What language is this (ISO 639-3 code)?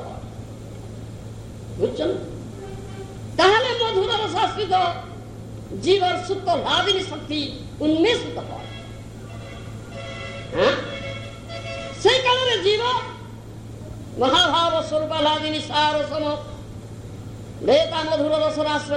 ori